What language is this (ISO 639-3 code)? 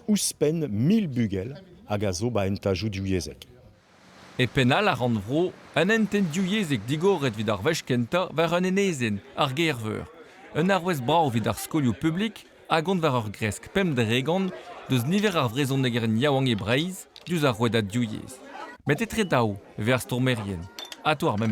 bre